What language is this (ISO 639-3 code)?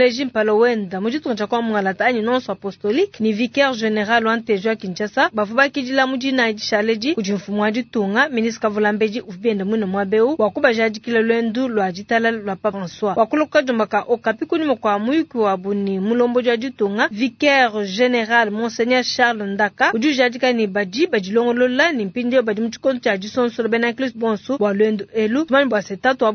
lua